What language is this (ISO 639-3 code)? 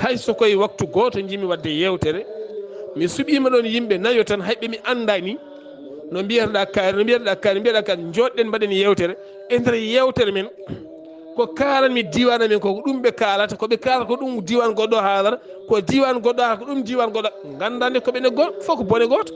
ful